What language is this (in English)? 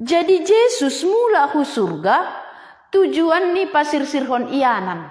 Batak Simalungun